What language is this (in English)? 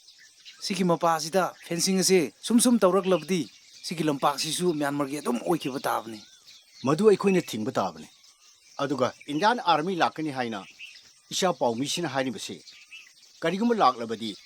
Manipuri